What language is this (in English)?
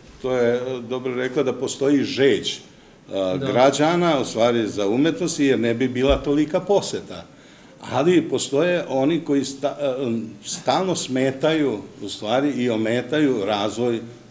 Serbian